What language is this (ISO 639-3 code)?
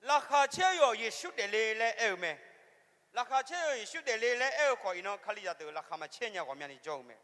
ahk